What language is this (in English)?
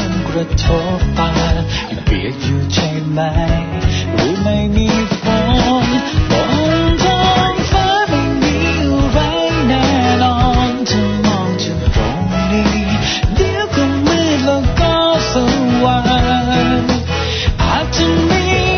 Thai